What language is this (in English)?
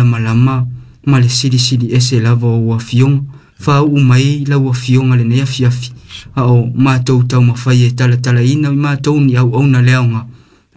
Samoan